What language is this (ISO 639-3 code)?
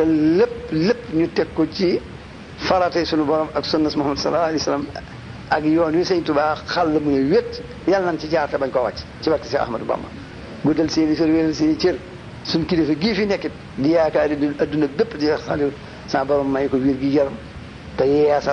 wol